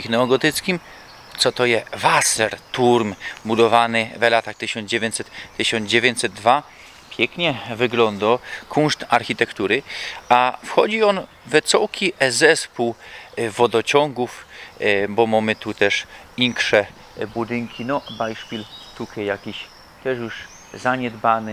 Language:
Silesian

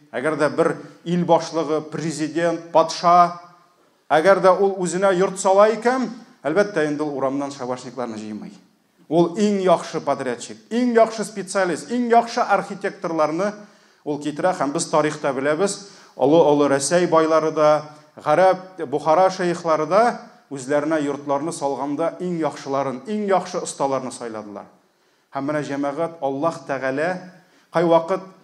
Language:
Tatar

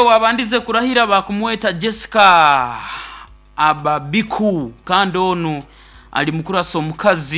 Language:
Nyoro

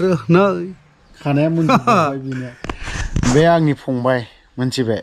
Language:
Bodo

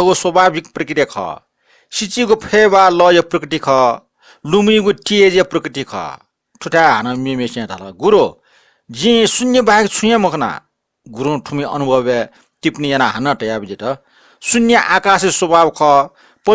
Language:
Newari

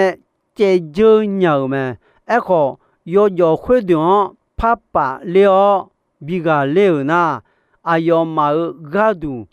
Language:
Akha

